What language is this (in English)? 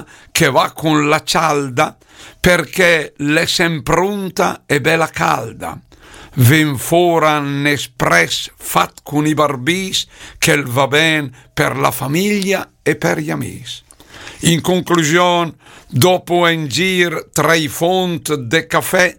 Lombard